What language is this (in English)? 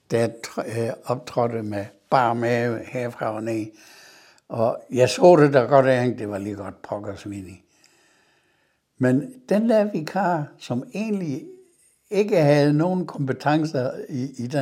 Danish